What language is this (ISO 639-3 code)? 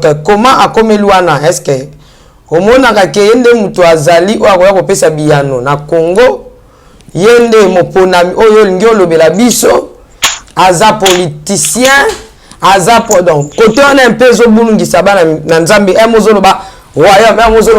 lin